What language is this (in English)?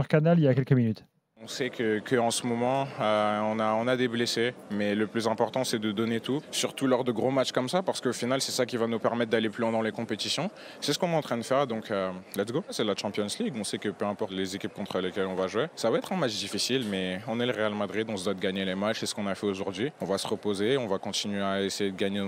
French